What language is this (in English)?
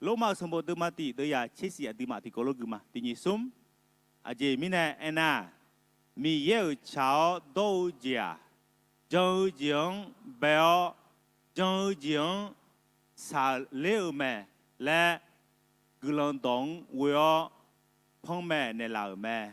Akha